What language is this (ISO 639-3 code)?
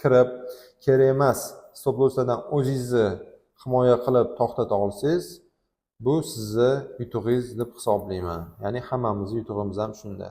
uzb